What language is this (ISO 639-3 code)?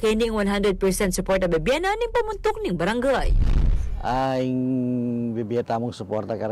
pam